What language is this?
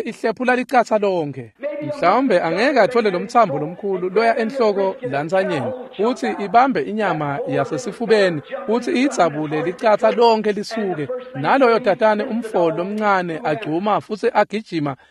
Swati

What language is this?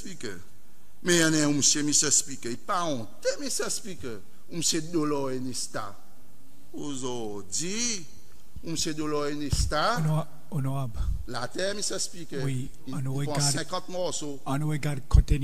Seselwa Creole French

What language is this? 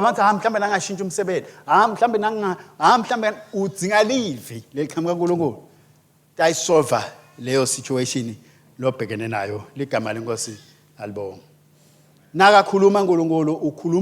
Swati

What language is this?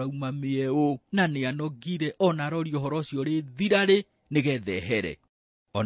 Kikuyu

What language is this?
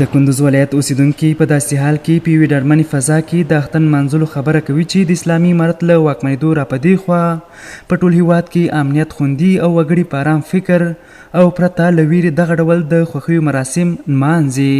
Pashto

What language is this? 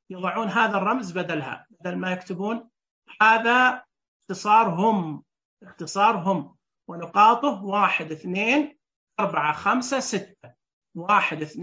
Najdi Arabic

